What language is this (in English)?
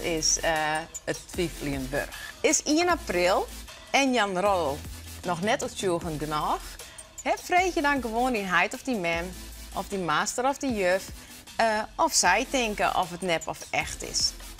Western Frisian